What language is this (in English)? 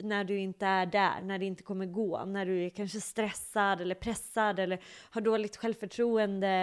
Swedish